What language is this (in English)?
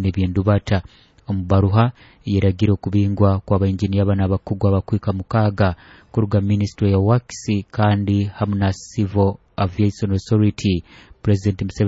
Nyoro